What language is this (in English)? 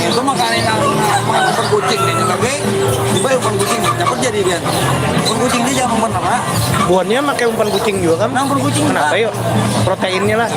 Banjar